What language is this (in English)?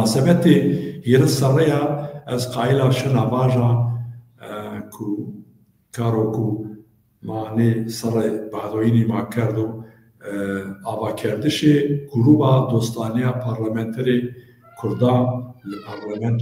Zaza